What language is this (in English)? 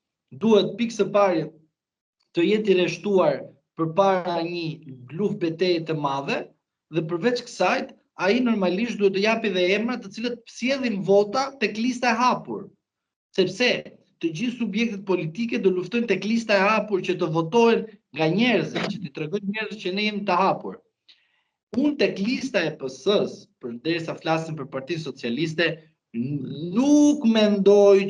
Albanian